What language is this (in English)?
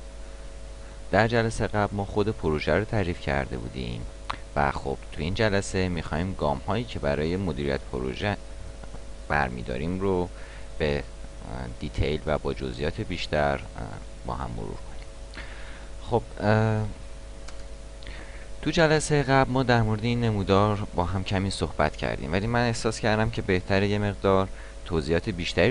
Persian